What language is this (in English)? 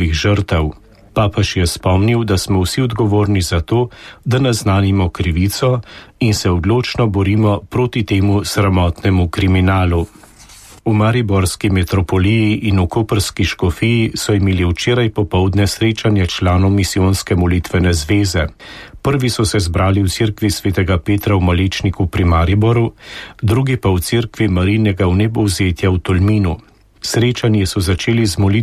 Slovenian